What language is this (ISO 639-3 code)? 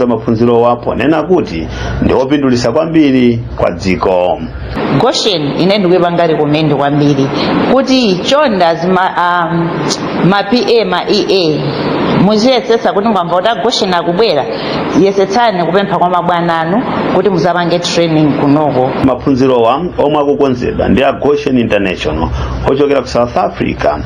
nya